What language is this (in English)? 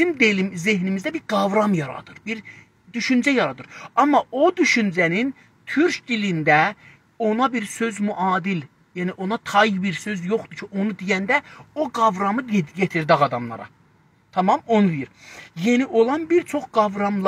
South Azerbaijani